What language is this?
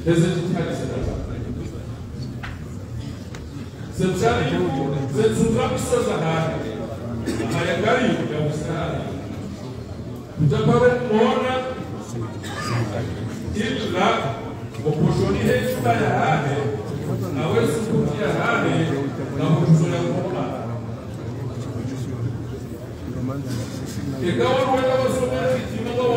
Swahili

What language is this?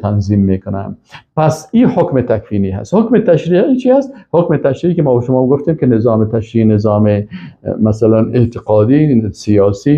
Persian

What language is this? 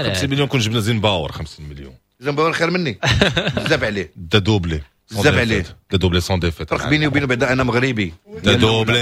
Moroccan Arabic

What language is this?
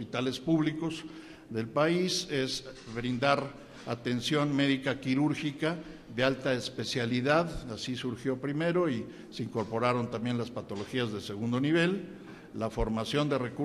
Spanish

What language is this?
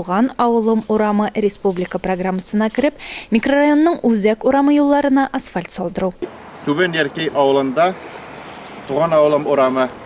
Tatar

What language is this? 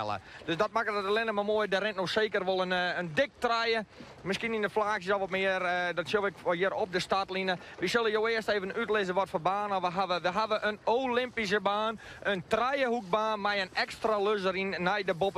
Western Frisian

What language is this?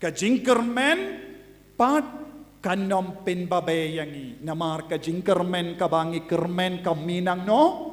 Khasi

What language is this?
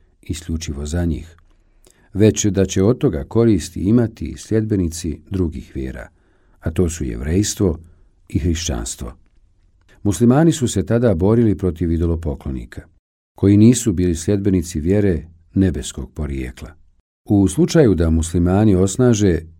Bosnian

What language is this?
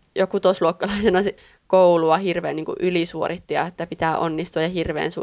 Finnish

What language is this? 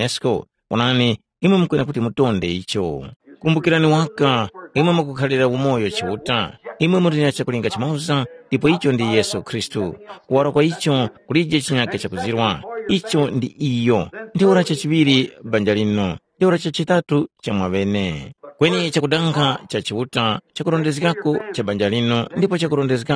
Tumbuka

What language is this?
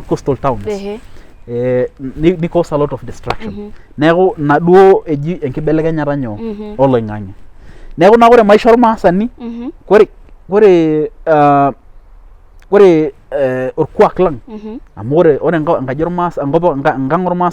Masai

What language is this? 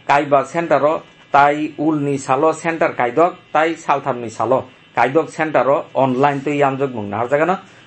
Kok Borok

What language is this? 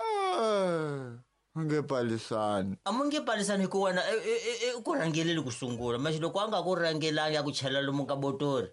Tsonga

